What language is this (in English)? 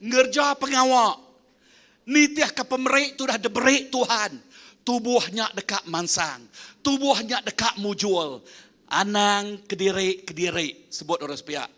Iban